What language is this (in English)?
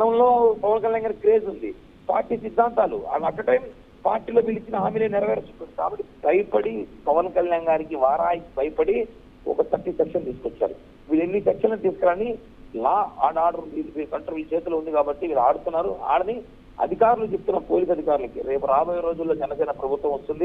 Telugu